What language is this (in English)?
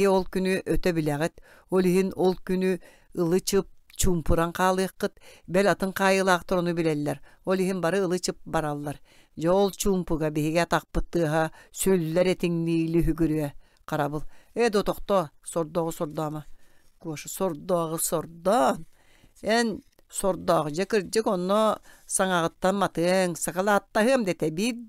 Yakut